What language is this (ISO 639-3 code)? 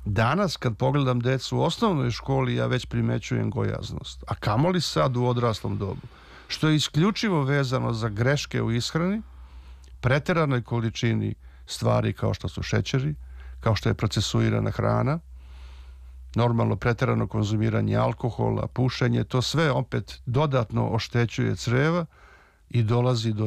srp